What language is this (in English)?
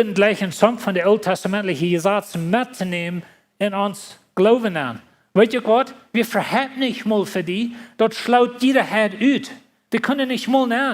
Plautdietsch